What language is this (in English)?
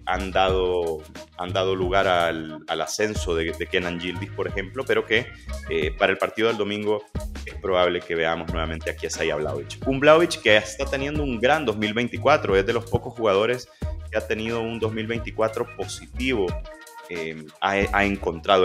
Spanish